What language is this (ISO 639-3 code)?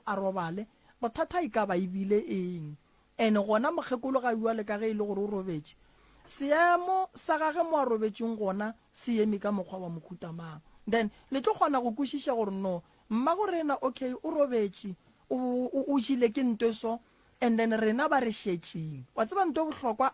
nso